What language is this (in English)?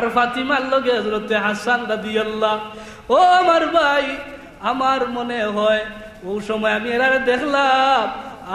Sylheti